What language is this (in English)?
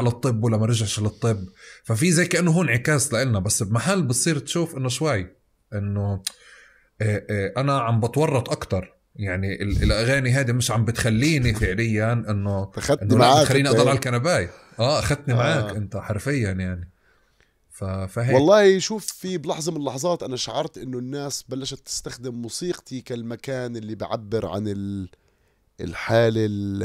North Levantine Arabic